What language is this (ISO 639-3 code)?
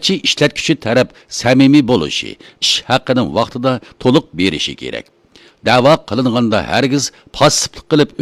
uig